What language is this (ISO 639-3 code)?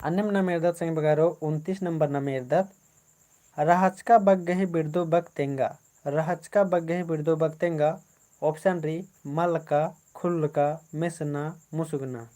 kru